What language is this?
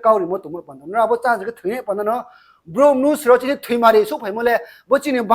Riang (India)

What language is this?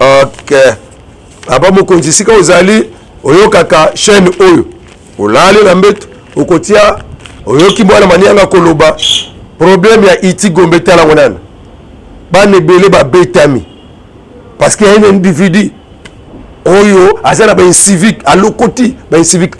Lingala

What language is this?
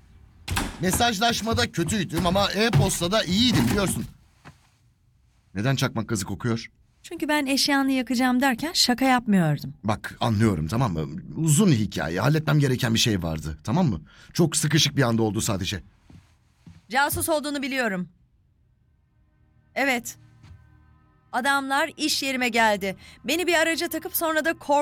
Turkish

